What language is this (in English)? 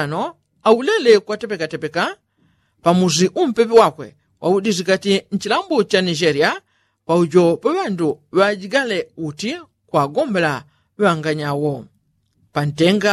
Yao